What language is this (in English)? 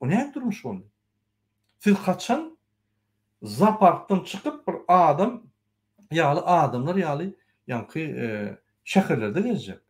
Turkmen